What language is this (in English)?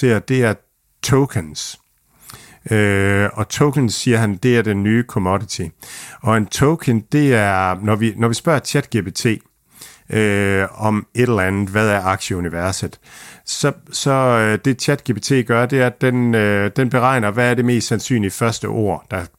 Danish